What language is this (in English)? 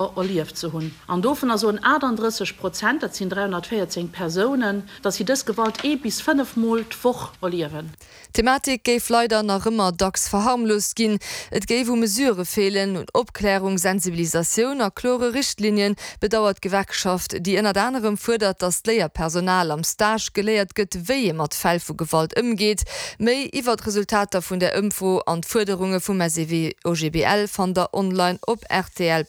Luxembourgish